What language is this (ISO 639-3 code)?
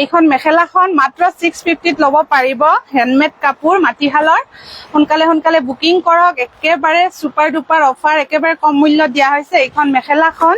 asm